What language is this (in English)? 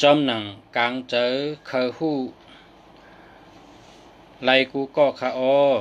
Shan